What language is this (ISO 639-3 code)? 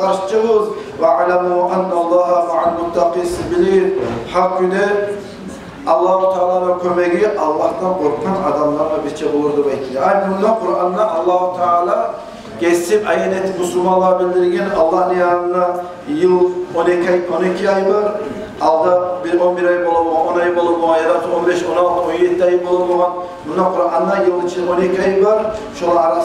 kum